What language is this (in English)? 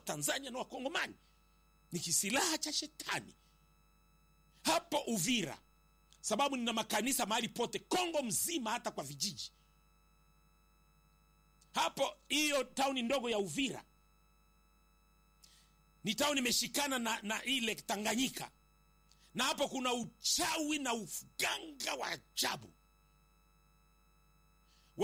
Swahili